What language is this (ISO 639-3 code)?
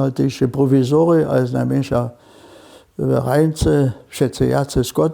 hsb